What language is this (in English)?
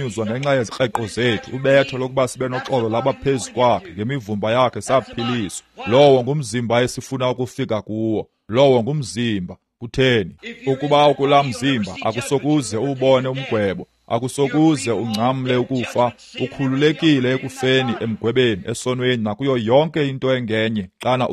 Xhosa